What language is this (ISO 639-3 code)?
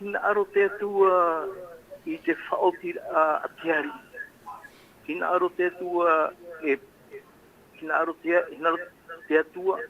tah